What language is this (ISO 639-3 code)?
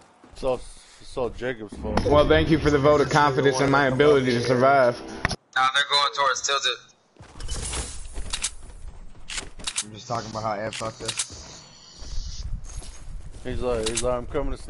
eng